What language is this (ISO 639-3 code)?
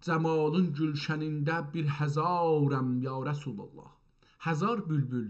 azb